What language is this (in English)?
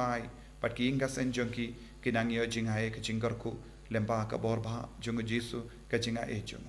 Khasi